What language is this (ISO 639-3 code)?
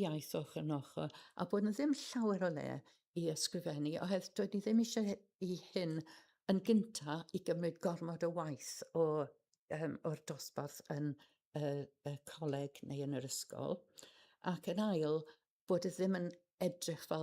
cym